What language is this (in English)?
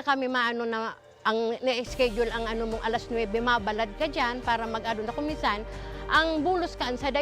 Bikol